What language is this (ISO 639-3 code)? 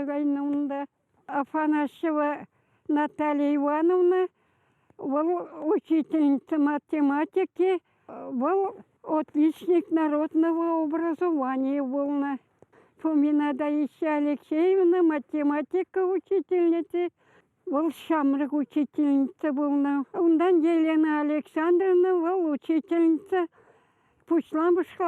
chv